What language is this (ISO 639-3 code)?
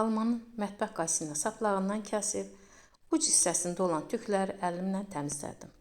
aze